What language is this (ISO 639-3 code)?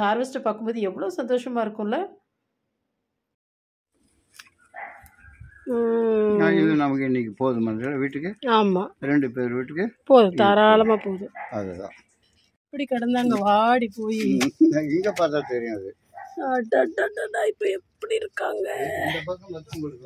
tam